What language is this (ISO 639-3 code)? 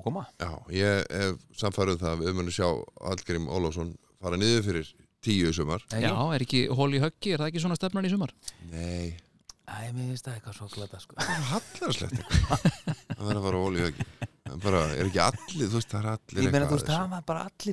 isl